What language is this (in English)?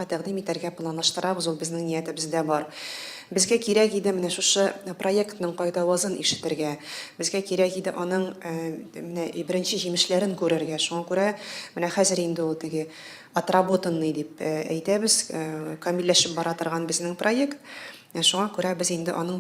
Tatar